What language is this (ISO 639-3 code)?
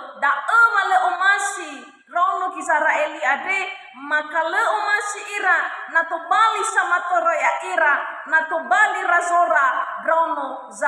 nia